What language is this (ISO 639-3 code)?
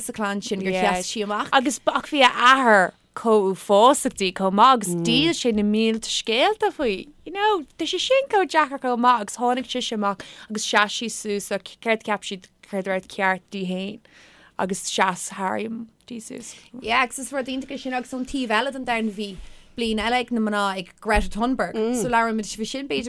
gle